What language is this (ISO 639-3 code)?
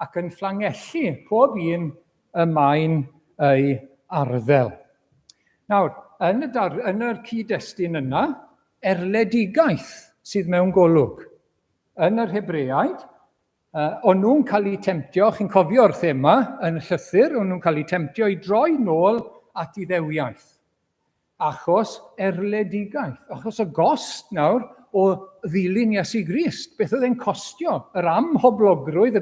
cym